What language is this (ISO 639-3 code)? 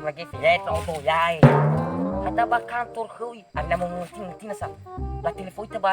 nia